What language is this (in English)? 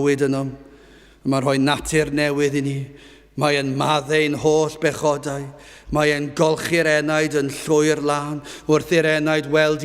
Welsh